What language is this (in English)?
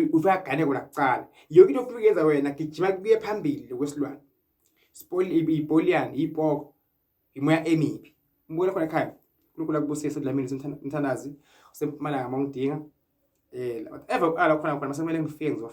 Zulu